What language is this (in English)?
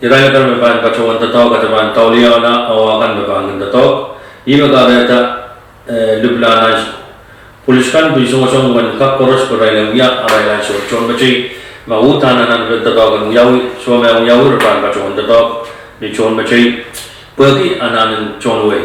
Pohnpeian